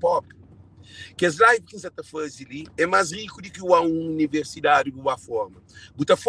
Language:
Kabuverdianu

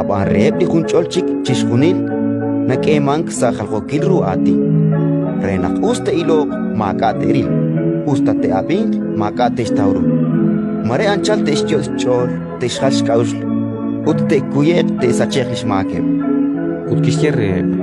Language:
Kekchí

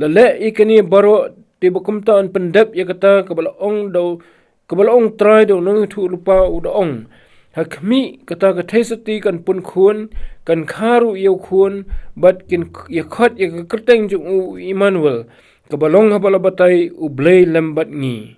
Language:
Khasi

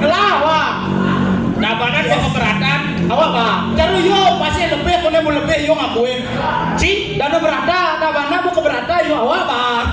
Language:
Balinese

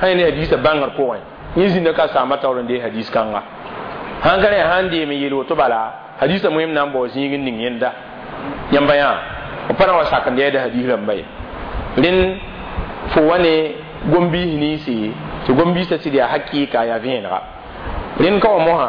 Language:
Mossi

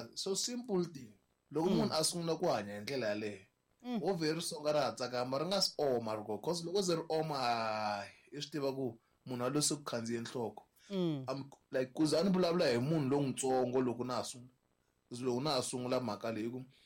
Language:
Tsonga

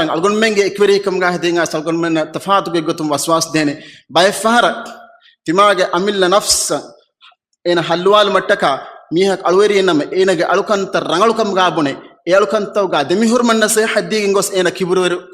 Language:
Divehi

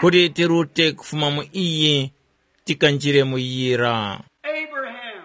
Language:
Tumbuka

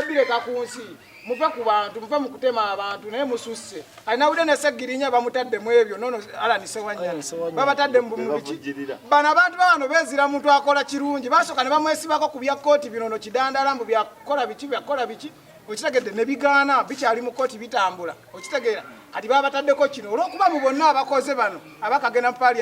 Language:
Ganda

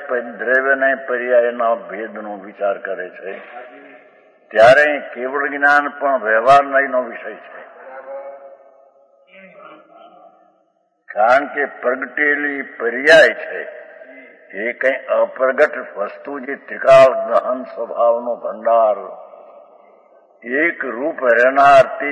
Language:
Gujarati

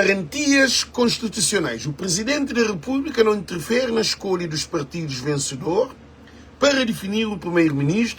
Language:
Kabuverdianu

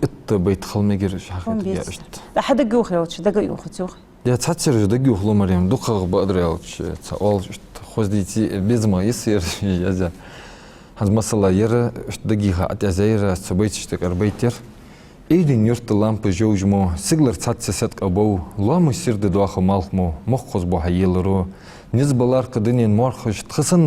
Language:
Ingush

